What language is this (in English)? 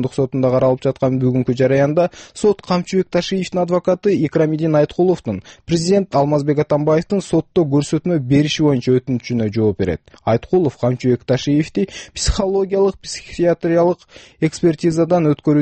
Kyrgyz